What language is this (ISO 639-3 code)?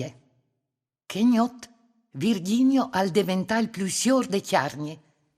fur